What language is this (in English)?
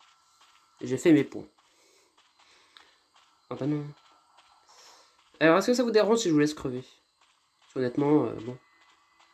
French